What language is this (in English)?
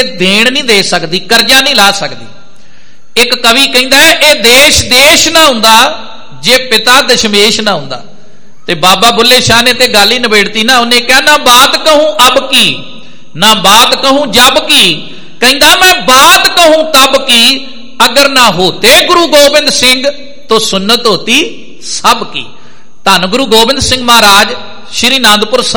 Punjabi